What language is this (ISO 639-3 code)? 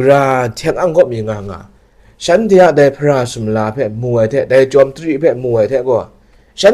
kac